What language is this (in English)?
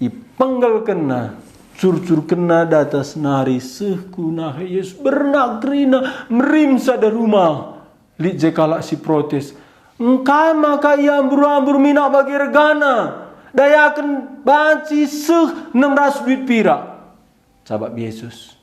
Batak Karo